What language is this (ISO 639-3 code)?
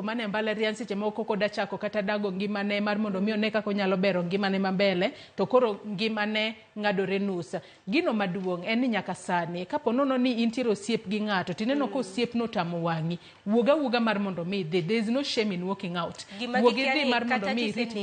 luo